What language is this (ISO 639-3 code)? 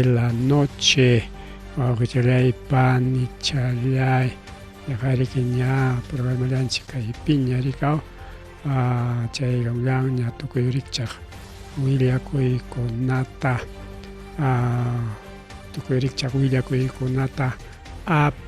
quy